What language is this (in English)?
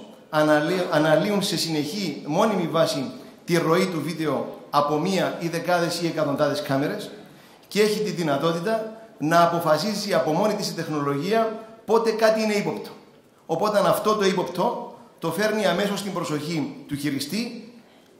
Greek